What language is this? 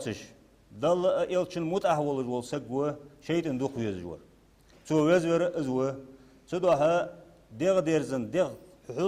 Ingush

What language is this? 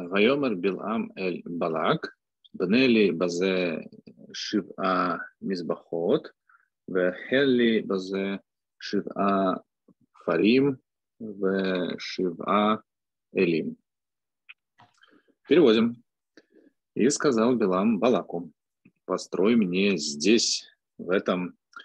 Russian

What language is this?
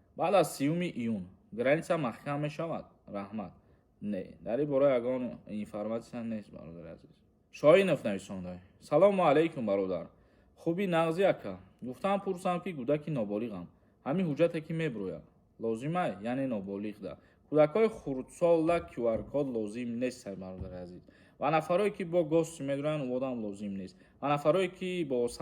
Tajik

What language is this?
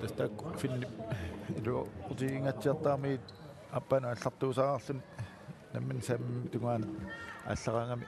Kalaallisut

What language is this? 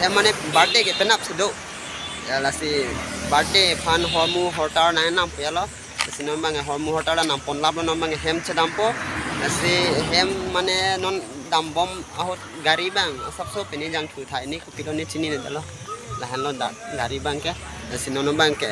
Karbi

